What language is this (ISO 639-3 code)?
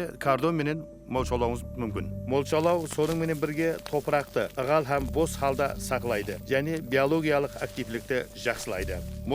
kaa